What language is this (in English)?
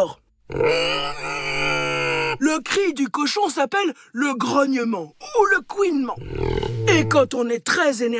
French